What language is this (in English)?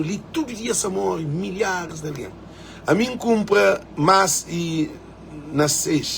Kabuverdianu